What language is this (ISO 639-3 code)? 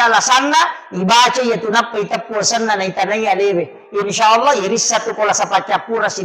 bug